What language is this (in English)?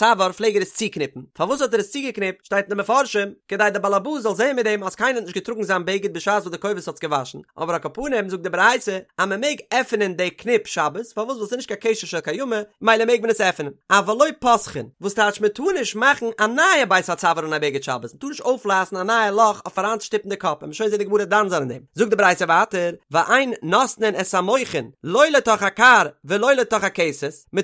Yiddish